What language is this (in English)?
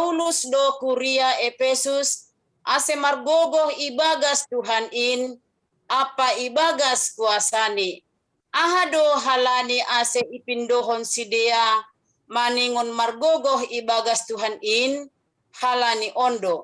Batak Simalungun